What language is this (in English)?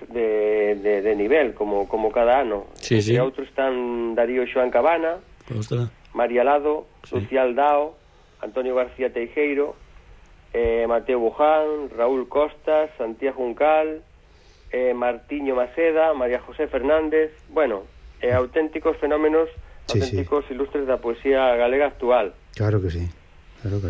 Galician